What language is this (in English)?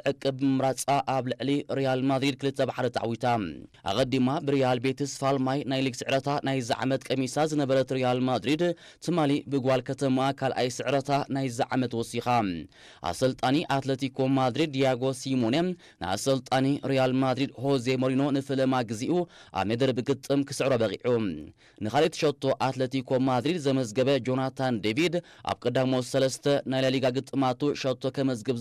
Tigrinya